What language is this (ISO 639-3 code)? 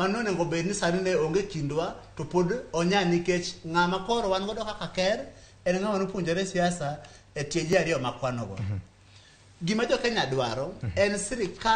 luo